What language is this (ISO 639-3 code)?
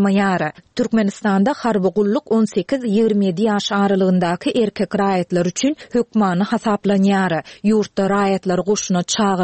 tuk